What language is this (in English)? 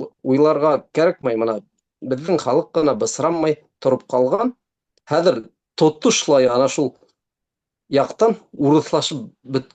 Bashkir